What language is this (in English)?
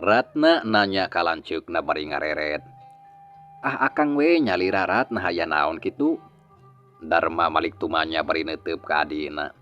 Sundanese